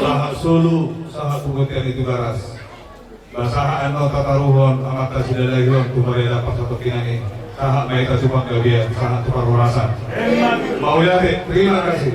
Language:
Batak Toba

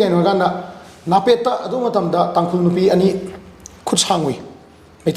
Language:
Manipuri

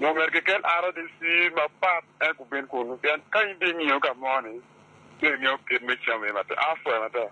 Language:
Acoli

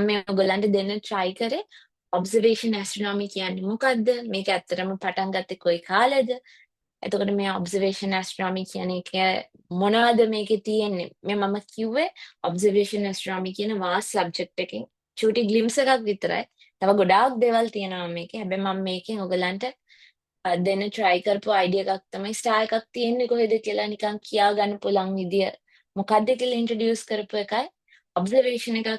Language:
Sinhala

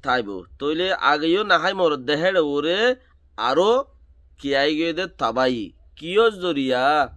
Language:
Rohingya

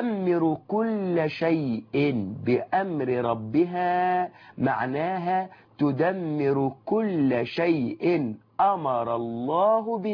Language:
Arabic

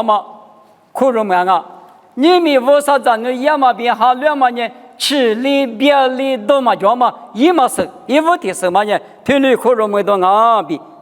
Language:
Lisu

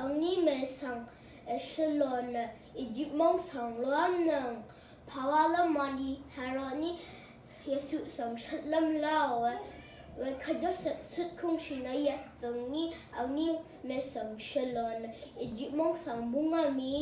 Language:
Rawang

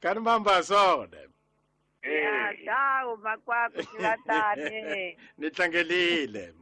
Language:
Tsonga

